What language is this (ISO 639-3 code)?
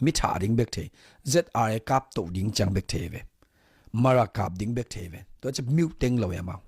ctd